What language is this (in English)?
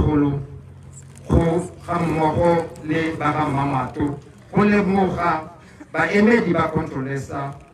Tswana